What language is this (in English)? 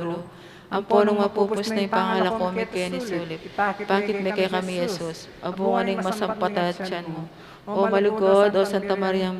Pampanga